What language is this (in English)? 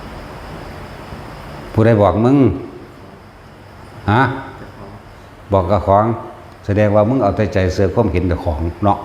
Northeastern Thai